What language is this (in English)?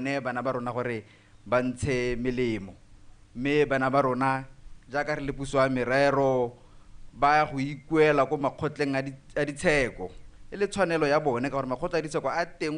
Tswana